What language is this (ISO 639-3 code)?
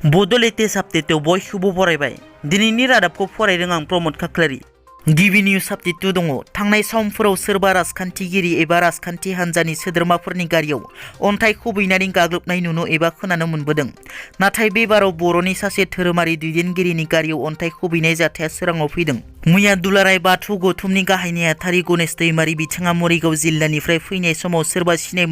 brx